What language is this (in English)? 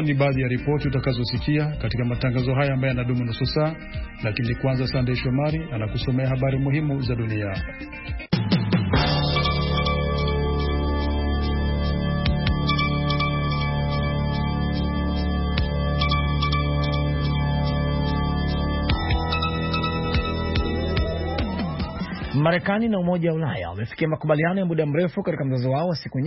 Swahili